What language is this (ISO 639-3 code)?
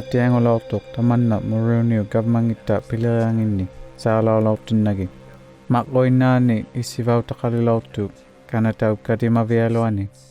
iku